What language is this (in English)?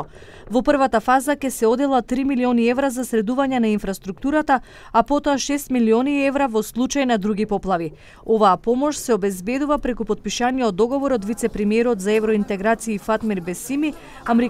Macedonian